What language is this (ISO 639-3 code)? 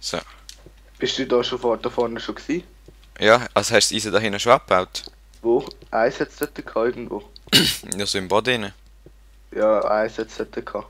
gsw